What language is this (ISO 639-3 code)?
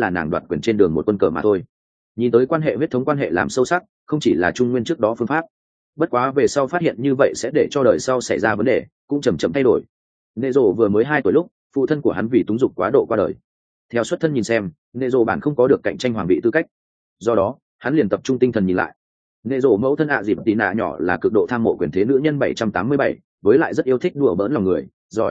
vie